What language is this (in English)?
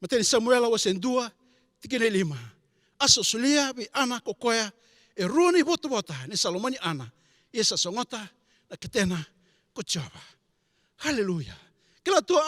Fijian